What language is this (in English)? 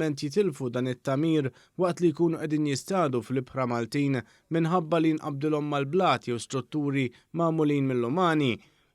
Maltese